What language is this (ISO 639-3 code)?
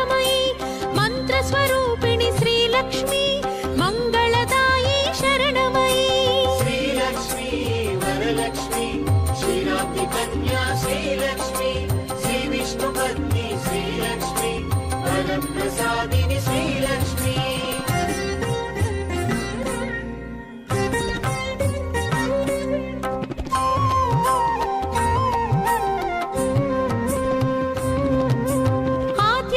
tel